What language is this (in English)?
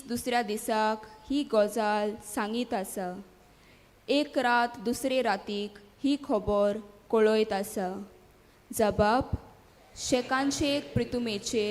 Konkani